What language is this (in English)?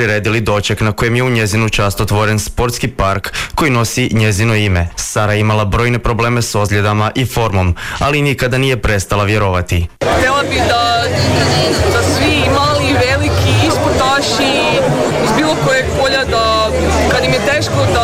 Croatian